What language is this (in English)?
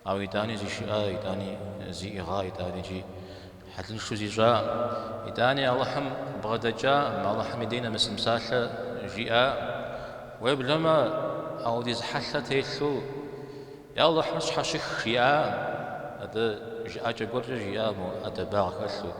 Kabardian